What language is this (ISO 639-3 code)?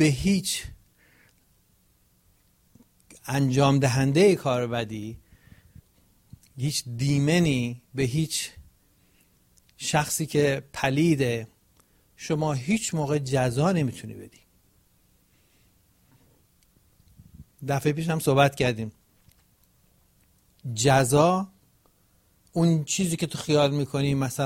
fas